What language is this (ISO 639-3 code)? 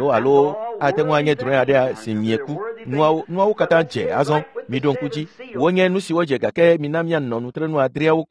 ewe